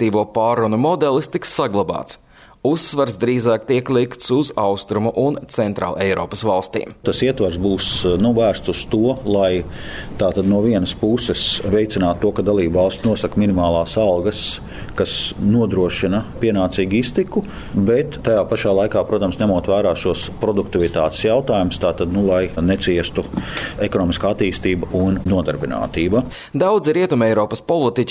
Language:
Latvian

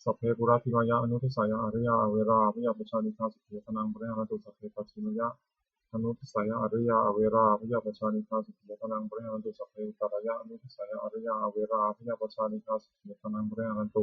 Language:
Pali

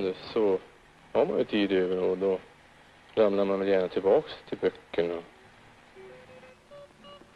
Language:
Swedish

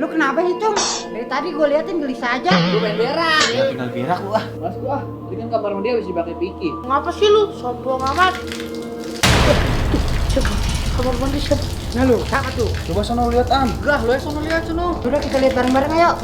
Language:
Betawi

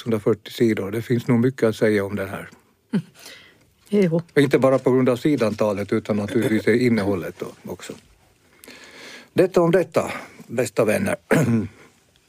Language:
Swedish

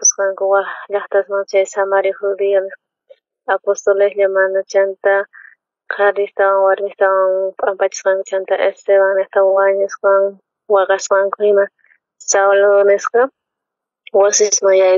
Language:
South Bolivian Quechua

